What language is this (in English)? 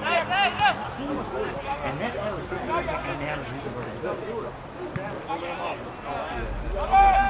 Dutch